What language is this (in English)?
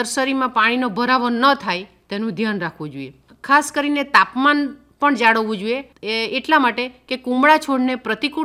Gujarati